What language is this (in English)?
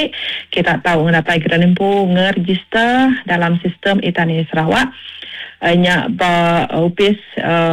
Iban